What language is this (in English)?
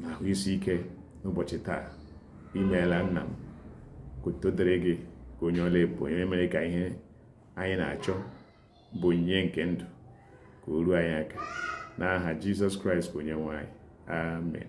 Igbo